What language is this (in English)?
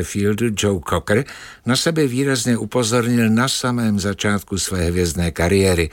Czech